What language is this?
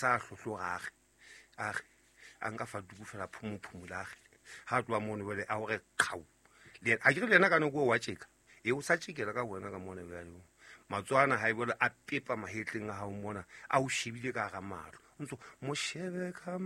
Southern Sotho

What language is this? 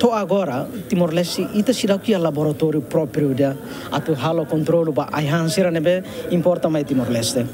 Tetum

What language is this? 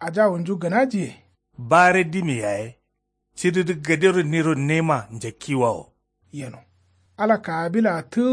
Kanuri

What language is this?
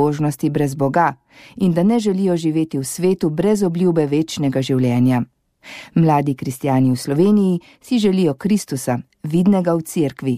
Slovenian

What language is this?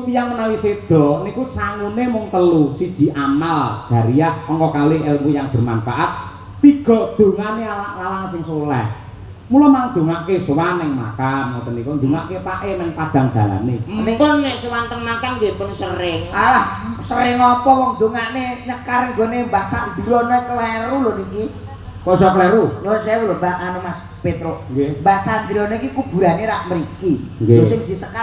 Javanese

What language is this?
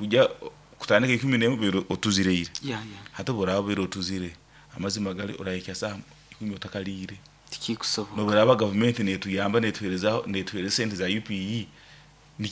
Nyoro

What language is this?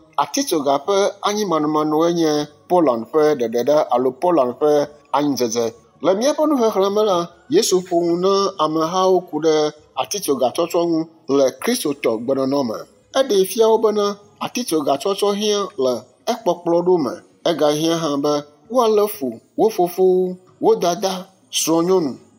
Ewe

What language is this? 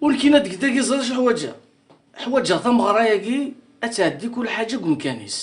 Kabyle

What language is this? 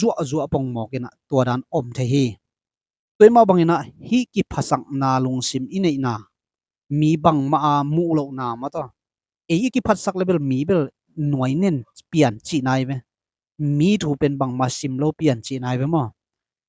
Tedim Chin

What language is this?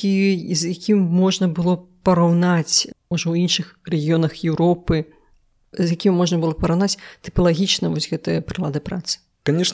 Belarusian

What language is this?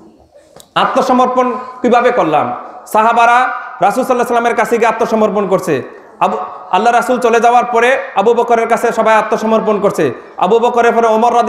Bangla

